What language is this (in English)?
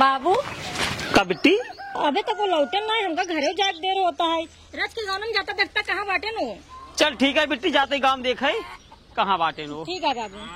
Awadhi